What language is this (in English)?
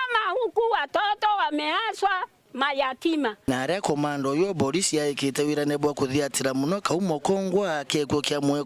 Meru